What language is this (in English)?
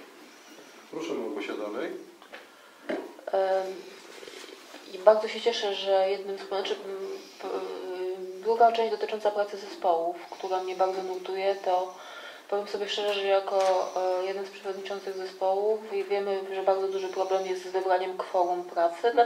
Polish